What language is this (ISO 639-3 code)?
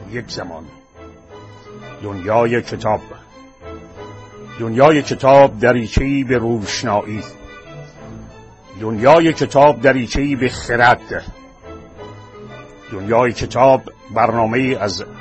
fas